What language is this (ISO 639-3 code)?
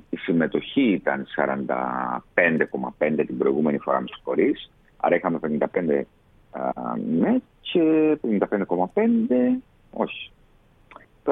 ell